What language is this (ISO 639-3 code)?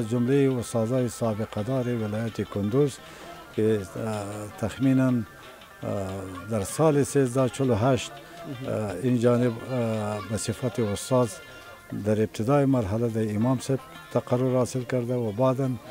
fas